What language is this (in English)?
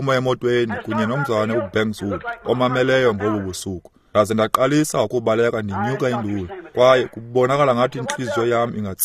Xhosa